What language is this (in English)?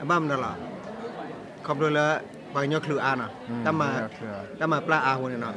S'gaw Karen